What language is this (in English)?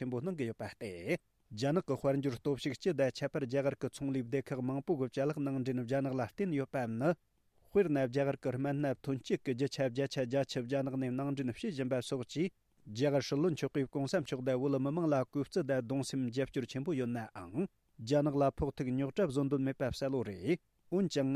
Tibetan